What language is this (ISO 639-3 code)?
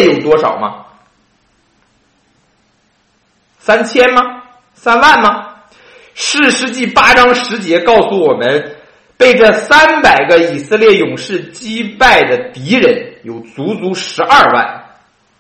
zho